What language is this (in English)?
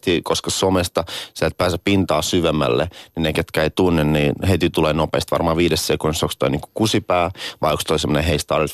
Finnish